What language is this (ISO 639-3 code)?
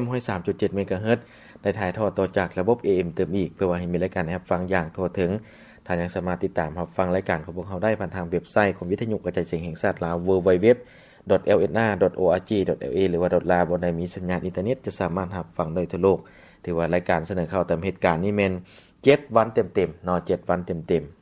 lao